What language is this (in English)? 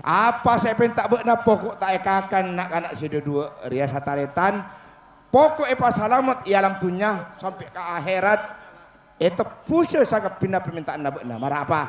Madurese